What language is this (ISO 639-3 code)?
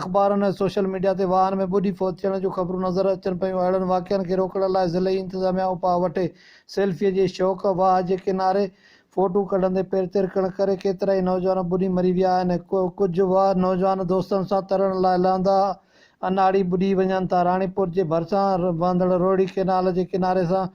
snd